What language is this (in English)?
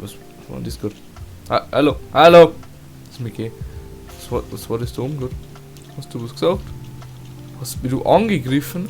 Bavarian